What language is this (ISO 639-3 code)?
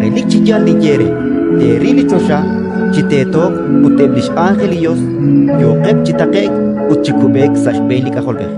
kek